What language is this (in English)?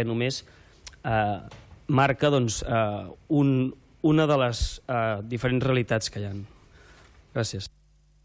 Catalan